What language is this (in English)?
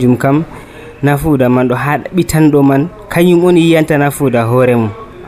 Nigerian Fulfulde